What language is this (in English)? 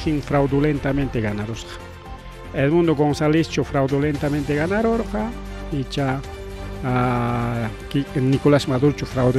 Ayacucho Quechua